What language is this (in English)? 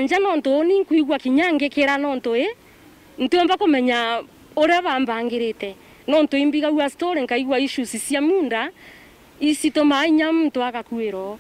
Meru